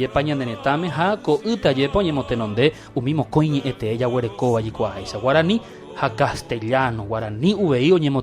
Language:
Guarani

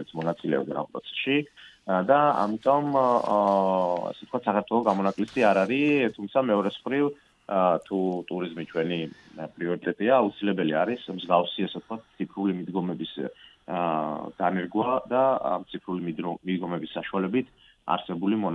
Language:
Georgian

